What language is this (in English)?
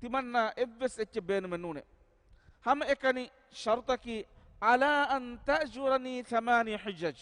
Divehi